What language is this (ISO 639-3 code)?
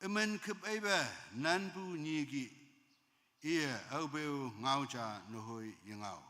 nbe